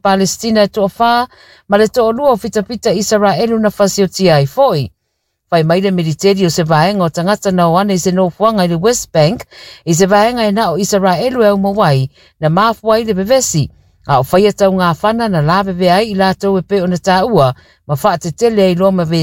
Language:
Samoan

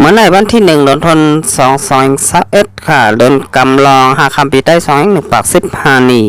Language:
Shan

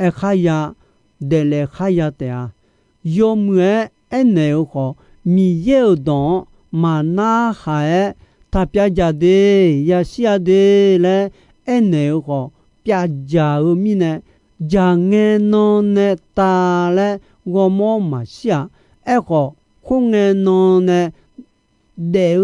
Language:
Akha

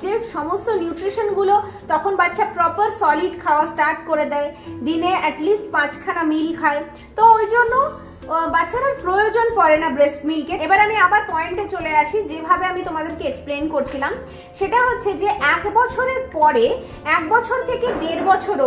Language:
Bangla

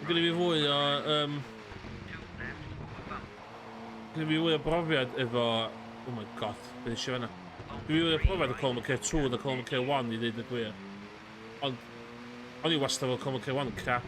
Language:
Welsh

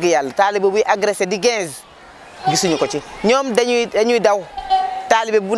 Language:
Wolof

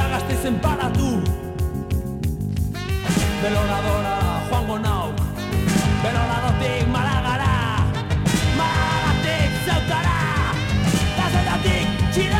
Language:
Basque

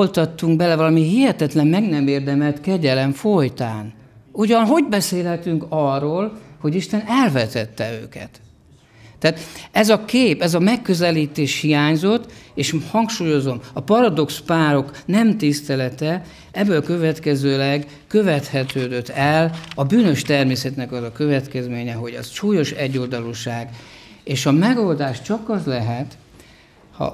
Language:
Hungarian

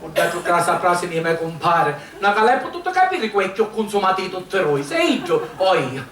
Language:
Sicilian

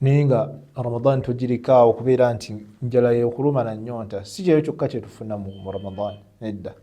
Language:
Ganda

